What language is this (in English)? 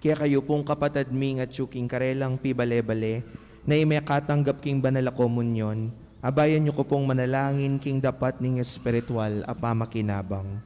Pampanga